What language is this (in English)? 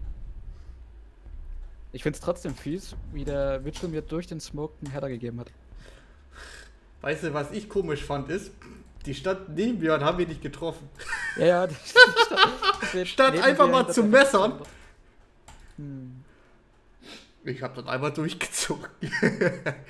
German